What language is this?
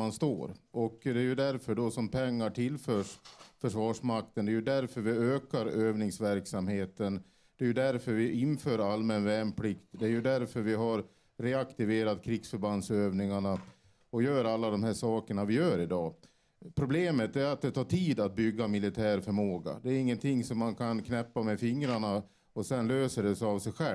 Swedish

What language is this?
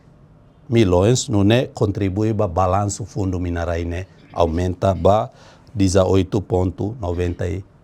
Tetum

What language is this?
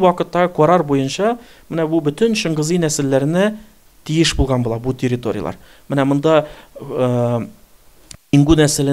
Tatar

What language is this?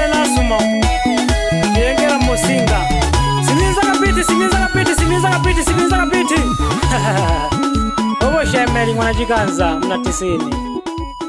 Swahili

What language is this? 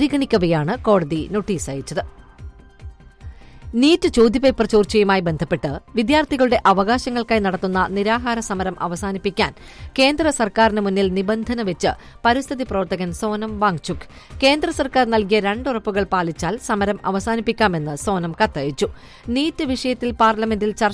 Malayalam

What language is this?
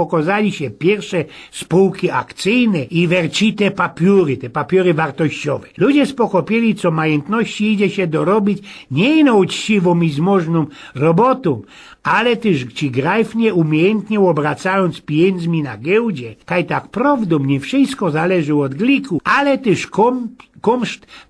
Silesian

